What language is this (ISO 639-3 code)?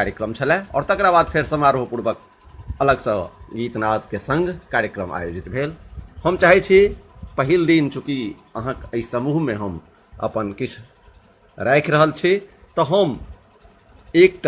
mai